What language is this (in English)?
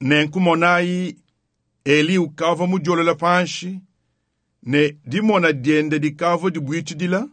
Luba-Lulua